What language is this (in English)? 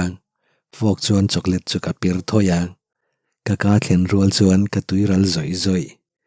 Mizo